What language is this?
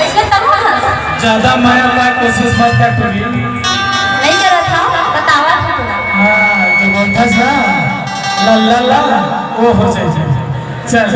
Chhattisgarhi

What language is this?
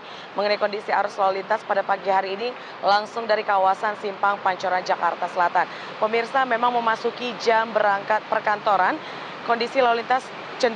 Indonesian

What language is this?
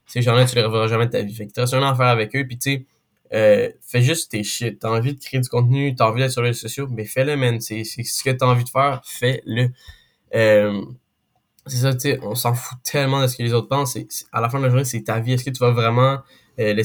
French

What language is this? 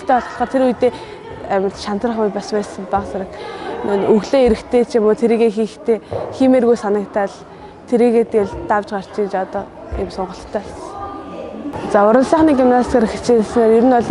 Mongolian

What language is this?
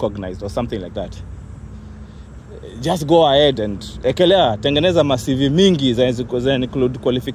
Swahili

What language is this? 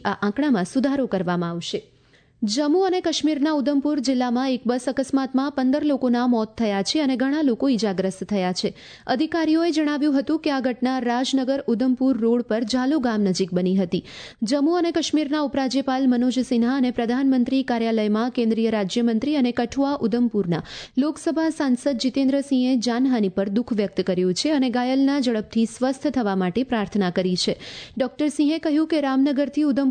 Gujarati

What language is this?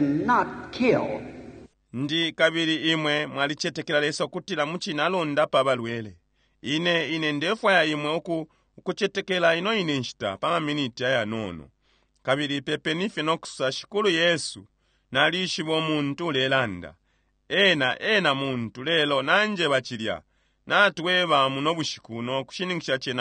Bemba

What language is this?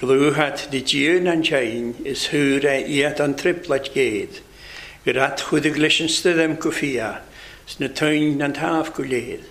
Welsh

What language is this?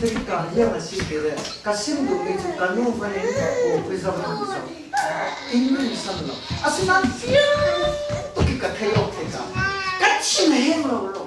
Falam Chin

